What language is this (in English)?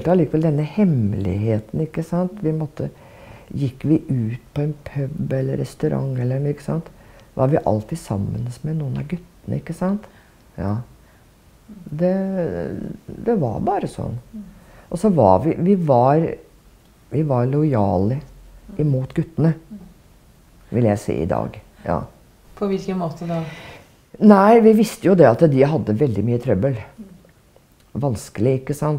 Norwegian